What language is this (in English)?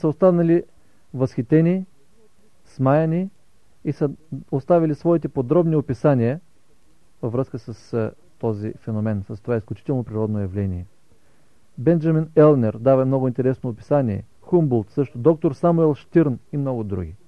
Bulgarian